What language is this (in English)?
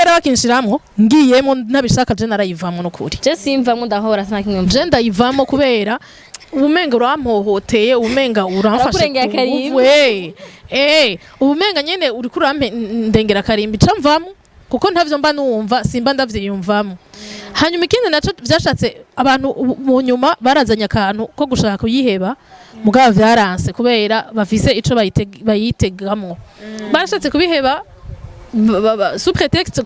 Rundi